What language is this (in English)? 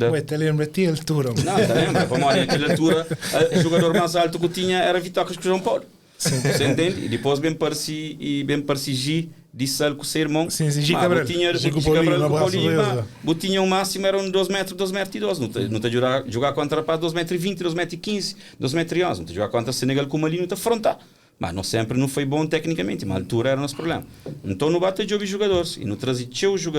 Kabuverdianu